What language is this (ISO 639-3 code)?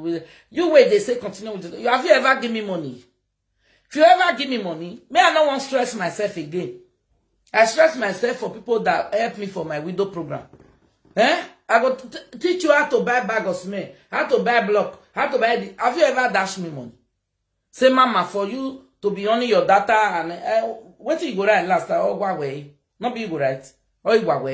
pcm